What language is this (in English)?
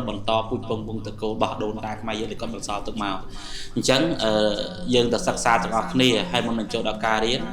Khmer